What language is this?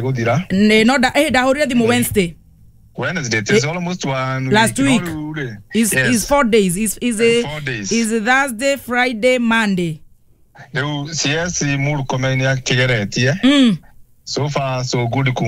Kikuyu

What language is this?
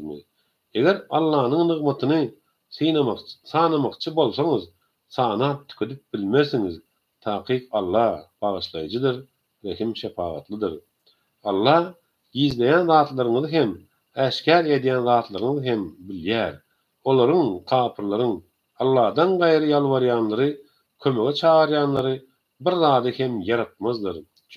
Turkmen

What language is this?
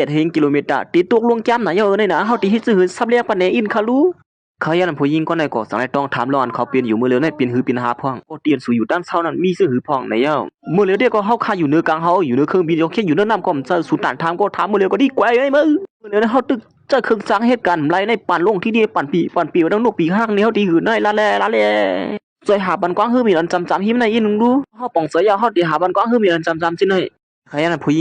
Shan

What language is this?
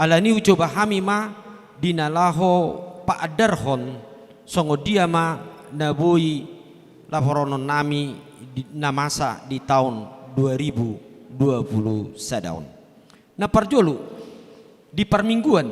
Batak Toba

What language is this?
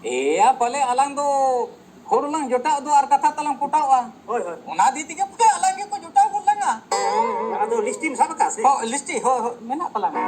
Santali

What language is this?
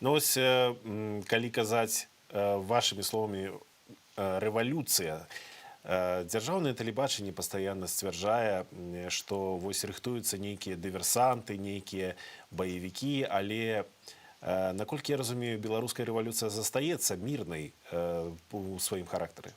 Belarusian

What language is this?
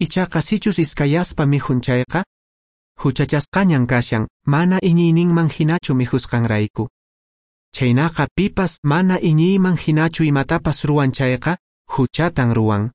Quechua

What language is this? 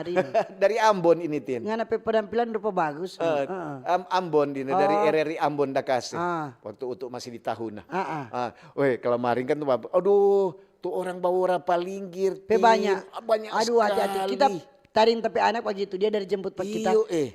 Manado Malay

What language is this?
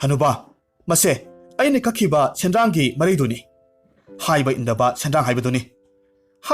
Manipuri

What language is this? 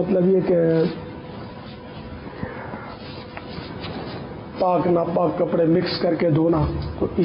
Urdu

